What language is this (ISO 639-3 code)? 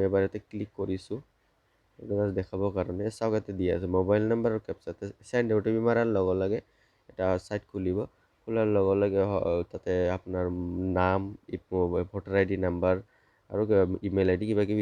asm